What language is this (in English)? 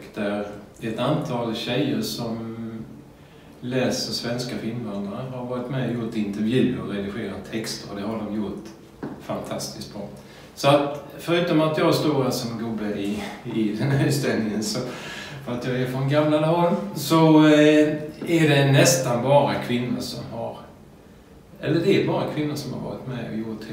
Swedish